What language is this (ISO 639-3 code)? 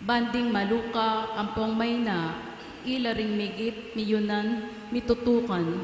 pam